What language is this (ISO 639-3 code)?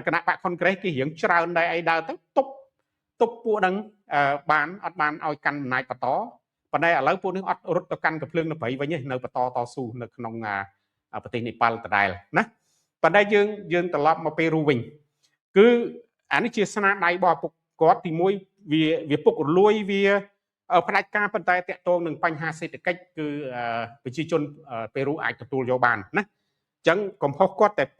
khm